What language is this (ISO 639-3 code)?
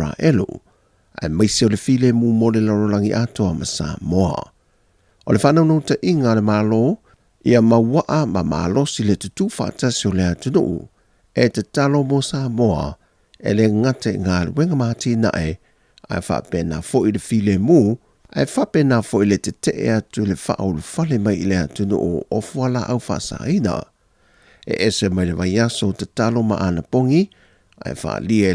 smo